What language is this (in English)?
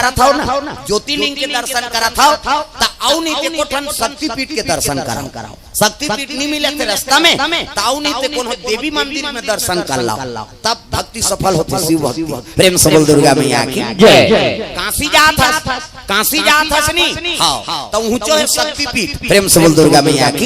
Chhattisgarhi